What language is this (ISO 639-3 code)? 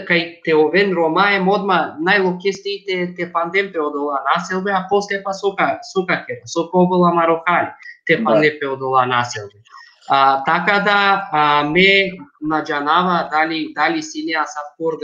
rmn